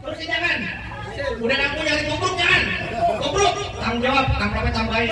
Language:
Betawi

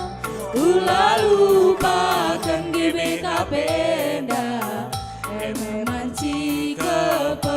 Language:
Batak Karo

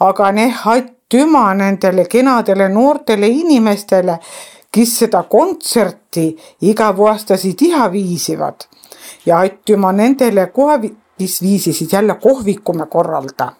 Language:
Estonian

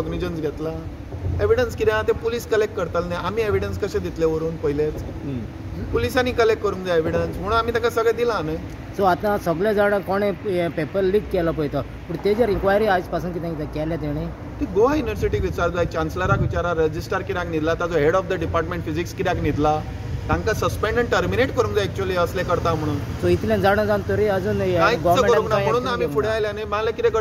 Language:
Konkani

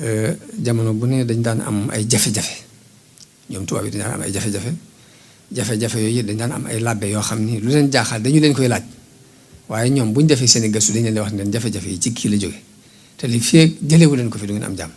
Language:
Wolof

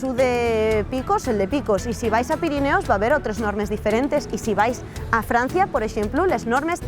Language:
Asturian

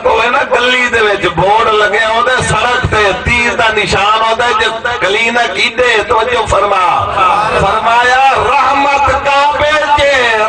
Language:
Saraiki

